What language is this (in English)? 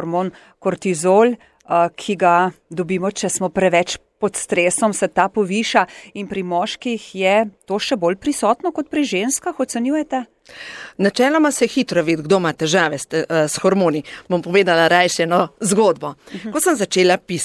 Slovenian